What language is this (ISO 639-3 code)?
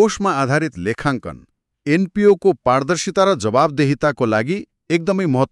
nep